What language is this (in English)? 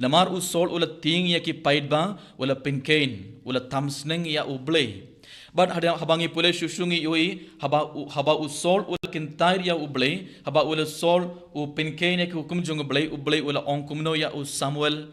Khasi